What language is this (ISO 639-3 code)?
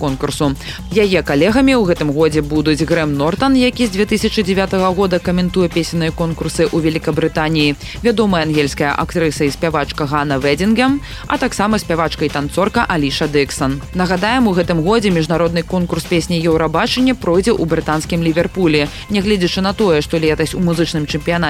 bel